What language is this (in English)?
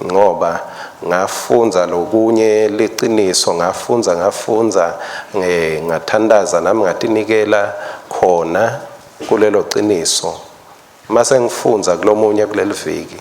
Swati